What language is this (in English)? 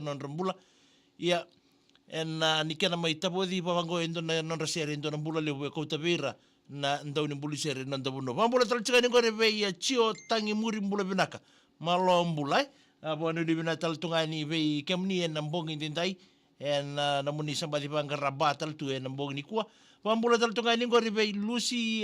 Fijian